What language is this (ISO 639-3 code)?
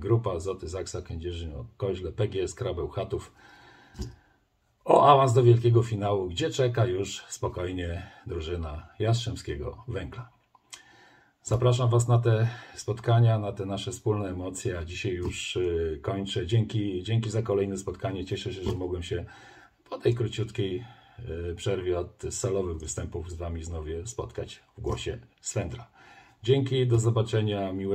pol